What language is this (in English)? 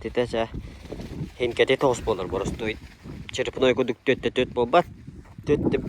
Yakut